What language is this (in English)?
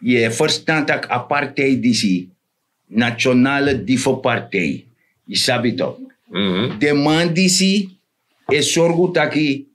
Sranan Tongo